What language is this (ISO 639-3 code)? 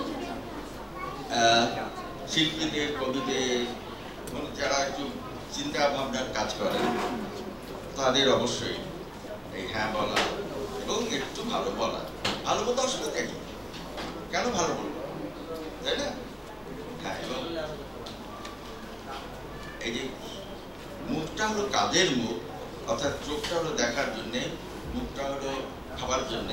ben